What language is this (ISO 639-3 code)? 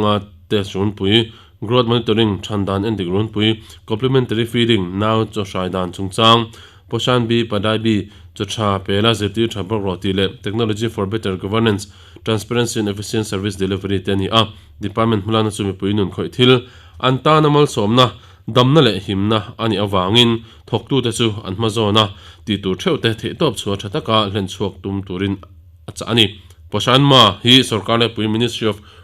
lus